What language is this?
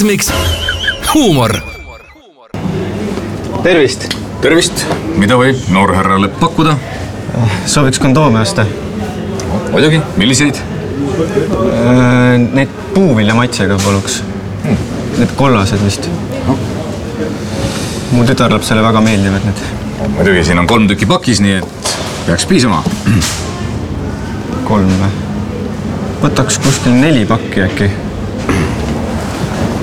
Estonian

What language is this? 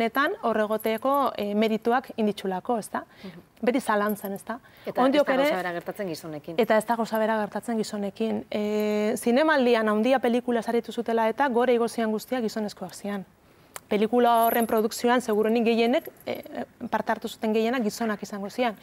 Basque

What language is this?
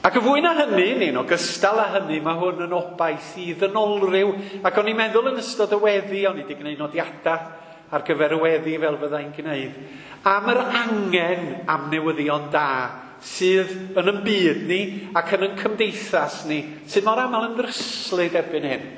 Welsh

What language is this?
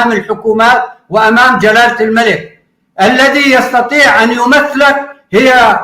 North Levantine Arabic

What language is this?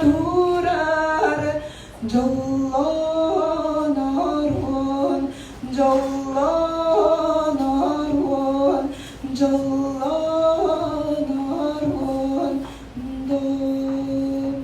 Yakut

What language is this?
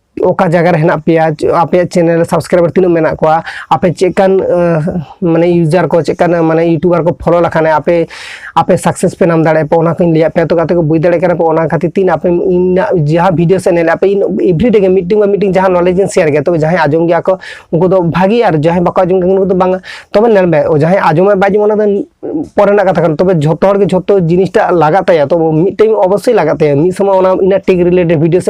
Santali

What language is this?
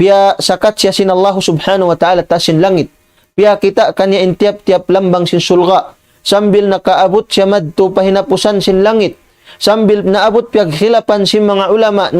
Tausug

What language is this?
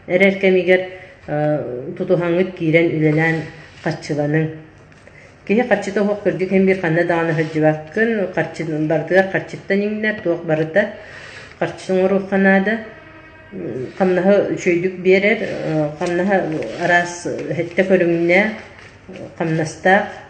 Yakut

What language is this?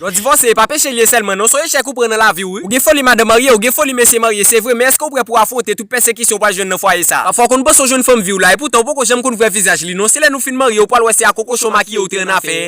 Haitian Creole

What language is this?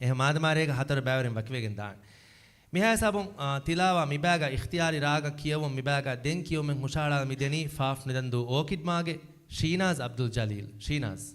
Divehi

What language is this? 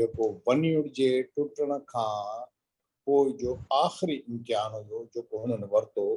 Sindhi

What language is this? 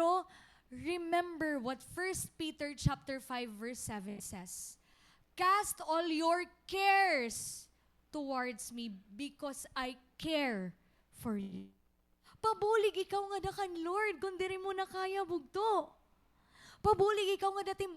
Waray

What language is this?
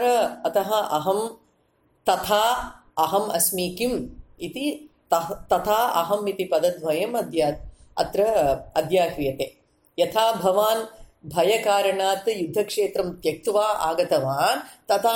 Sanskrit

